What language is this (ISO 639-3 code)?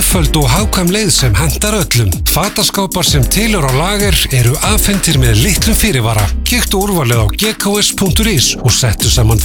isl